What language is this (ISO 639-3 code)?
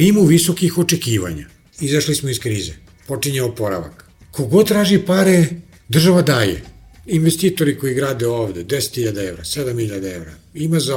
srp